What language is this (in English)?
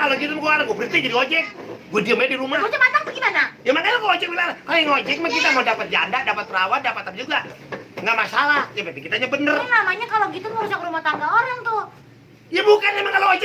Betawi